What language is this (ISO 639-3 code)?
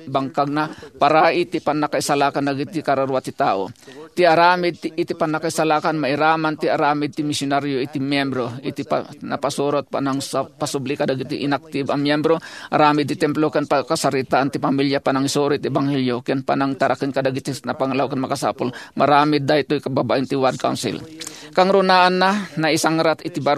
ilo